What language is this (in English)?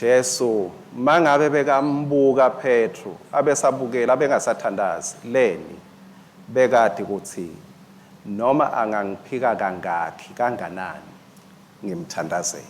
Swati